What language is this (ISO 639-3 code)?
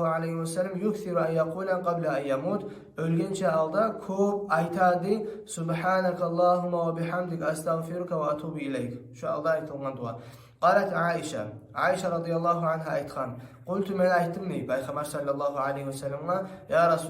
kum